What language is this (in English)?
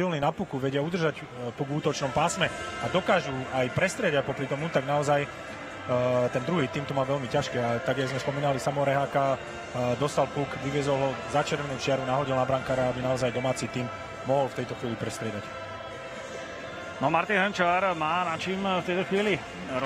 Slovak